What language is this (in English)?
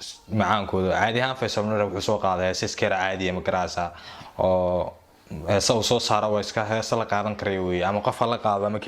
Somali